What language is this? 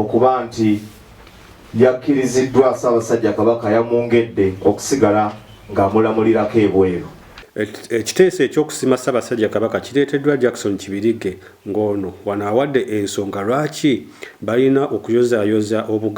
Ganda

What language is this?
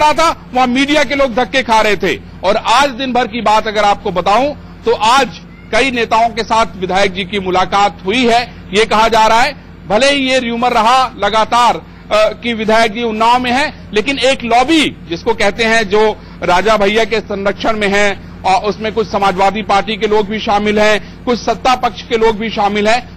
Hindi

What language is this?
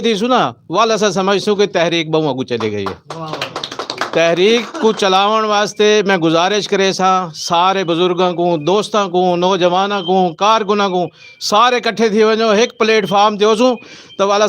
Saraiki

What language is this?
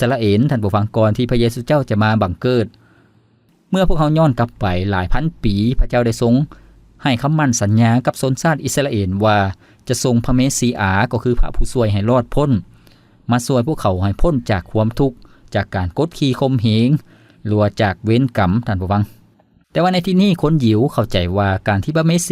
Lao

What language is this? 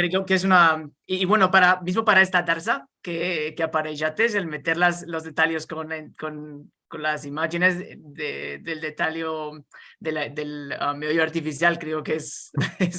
Ladino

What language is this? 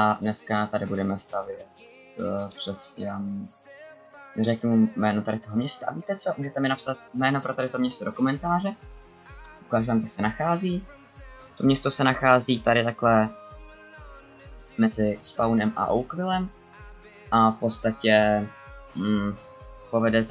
Czech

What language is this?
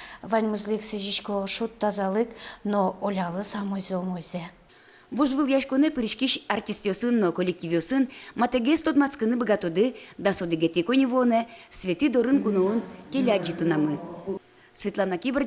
Udmurt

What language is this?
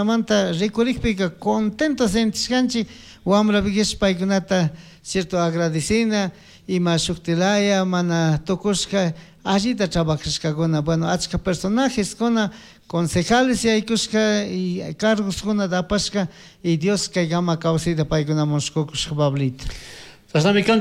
Chimborazo Highland Quichua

